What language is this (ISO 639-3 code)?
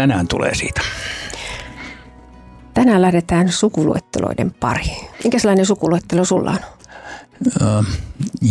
fin